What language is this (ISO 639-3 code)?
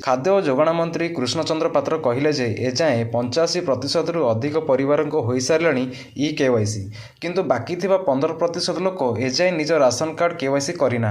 ori